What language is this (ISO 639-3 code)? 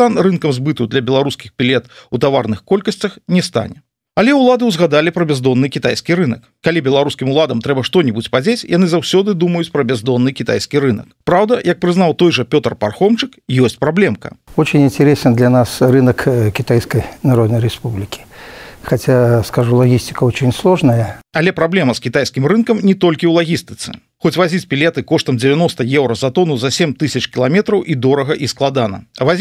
bel